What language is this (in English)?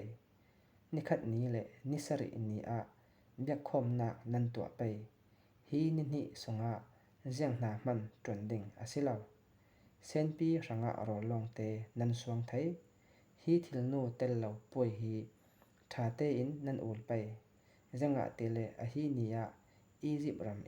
Falam Chin